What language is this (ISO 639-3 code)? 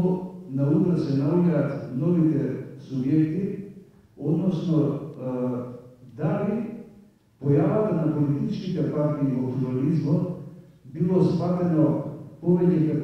mkd